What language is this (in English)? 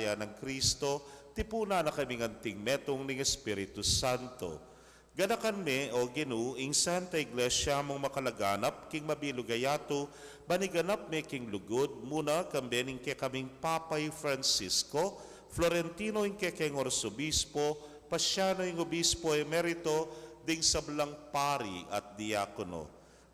Pampanga